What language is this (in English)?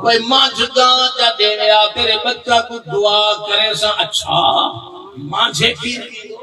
Saraiki